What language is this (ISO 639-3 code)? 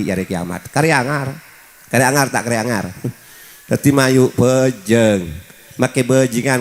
mad